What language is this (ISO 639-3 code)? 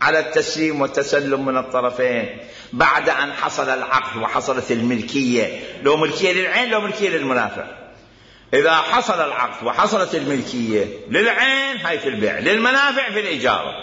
acm